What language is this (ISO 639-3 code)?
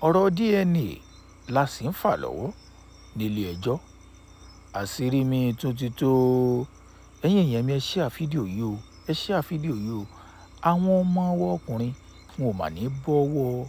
yor